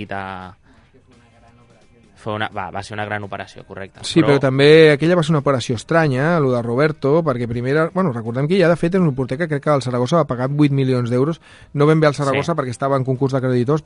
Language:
Catalan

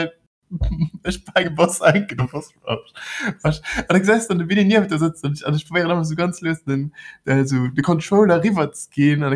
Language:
Luxembourgish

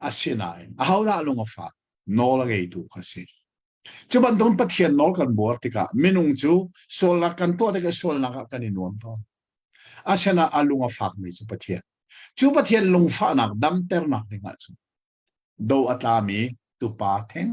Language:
Hakha Chin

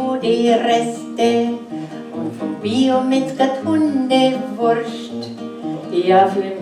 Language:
Bavarian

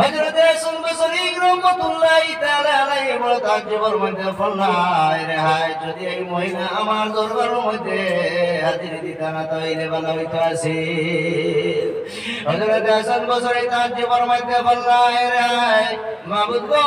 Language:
Sylheti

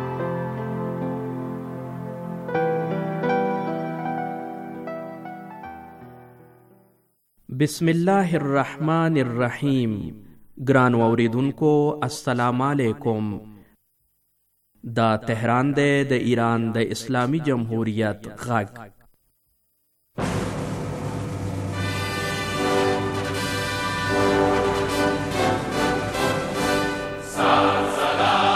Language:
Bangla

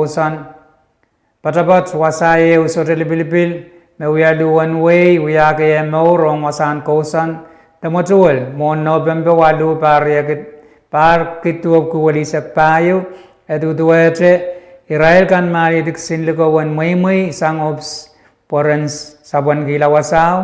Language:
Pohnpeian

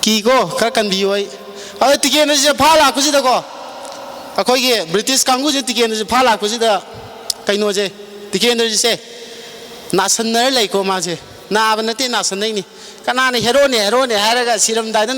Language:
Manipuri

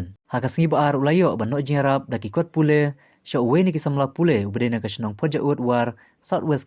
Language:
Khasi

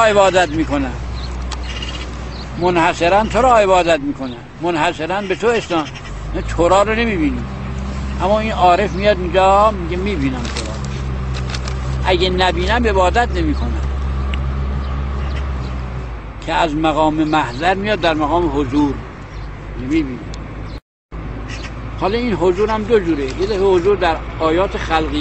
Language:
Persian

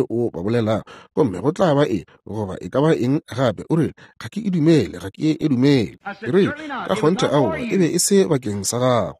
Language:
Northern Sotho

